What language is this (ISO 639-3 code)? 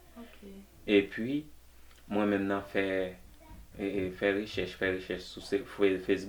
hat